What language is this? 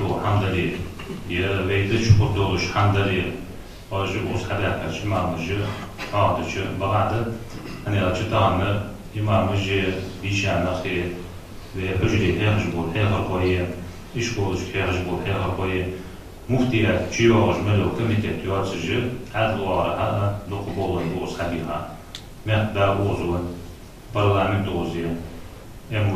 Ingush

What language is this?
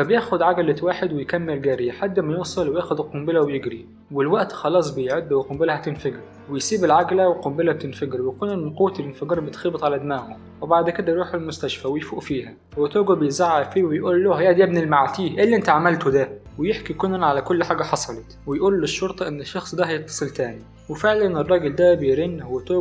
Egyptian Arabic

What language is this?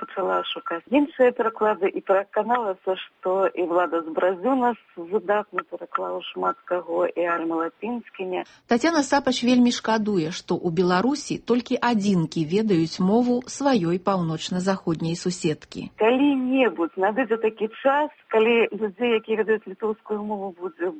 Belarusian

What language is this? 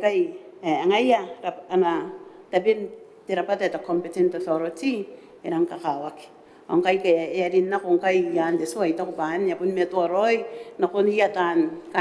Gilbertese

